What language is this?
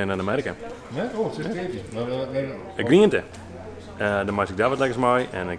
Western Frisian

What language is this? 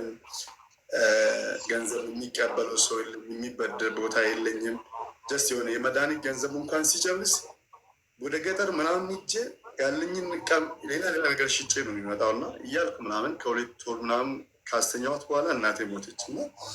Amharic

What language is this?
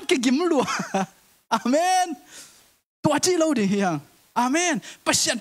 Tedim Chin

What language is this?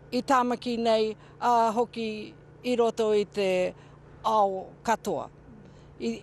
Māori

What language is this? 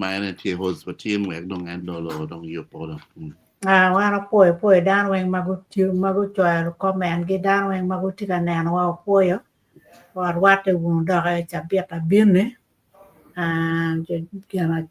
Acoli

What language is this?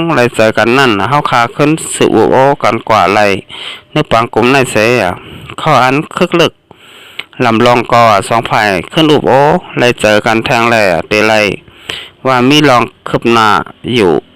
Shan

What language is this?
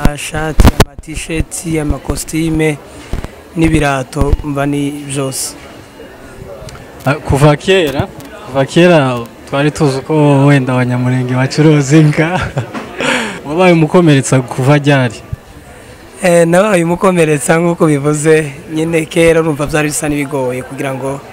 Kinyarwanda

